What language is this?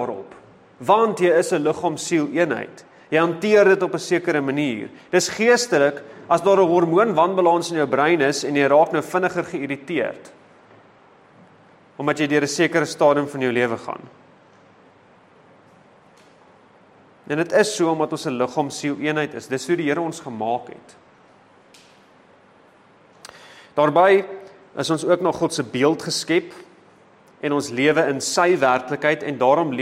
Afrikaans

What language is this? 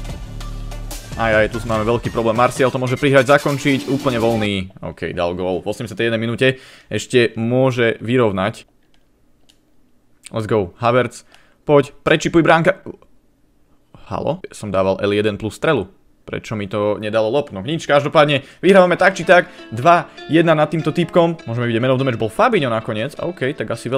Slovak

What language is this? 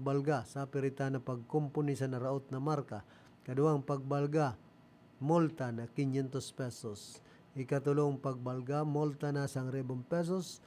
Bikol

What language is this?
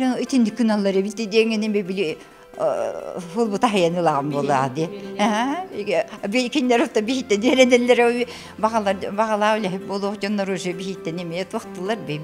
Yakut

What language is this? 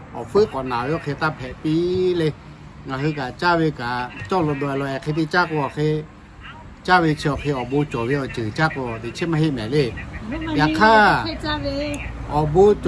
Lahu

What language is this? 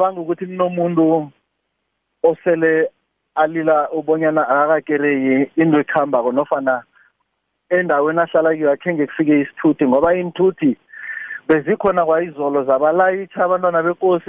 South Ndebele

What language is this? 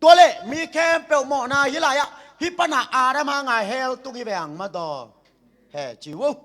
Tedim Chin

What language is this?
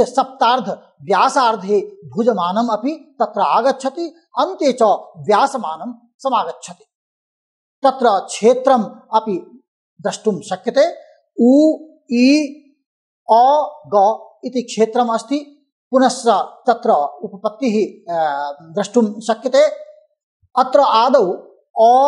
Sanskrit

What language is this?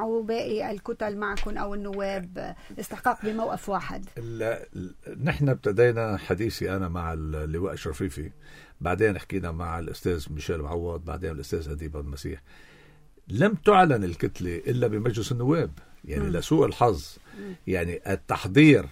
North Levantine Arabic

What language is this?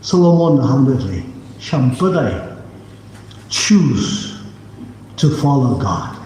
Tangkhul Naga (India)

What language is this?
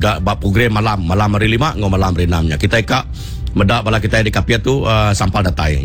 Iban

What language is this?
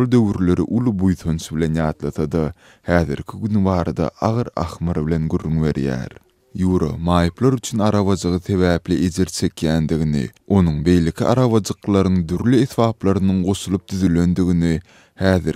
Turkmen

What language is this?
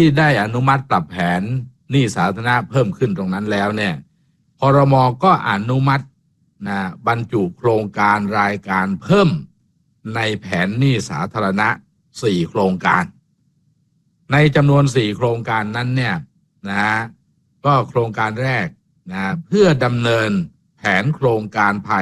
Thai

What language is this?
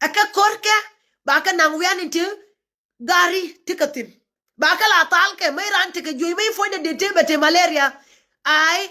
Nuer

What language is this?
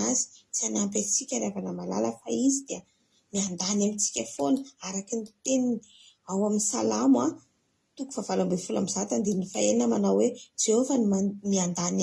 Malagasy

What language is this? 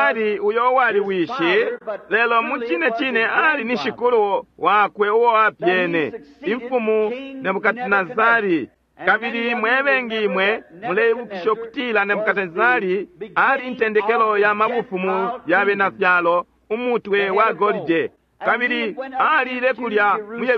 Bemba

